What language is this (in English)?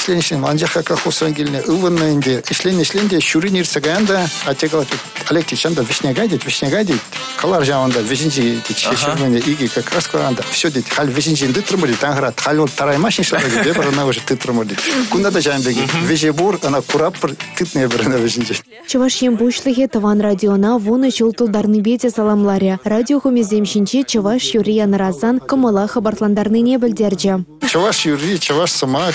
Chuvash